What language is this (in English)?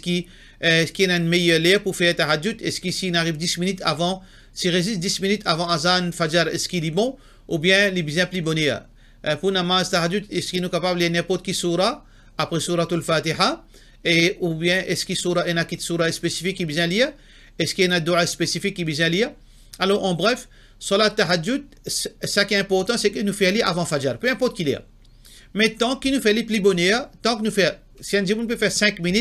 Morisyen